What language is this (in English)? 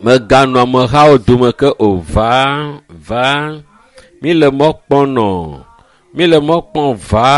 Ewe